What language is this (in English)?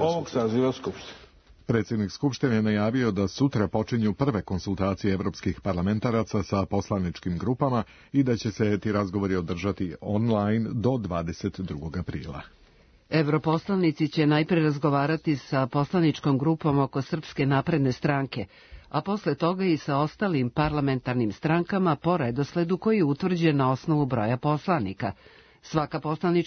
Serbian